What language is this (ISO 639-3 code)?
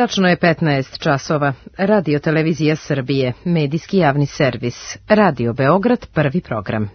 srp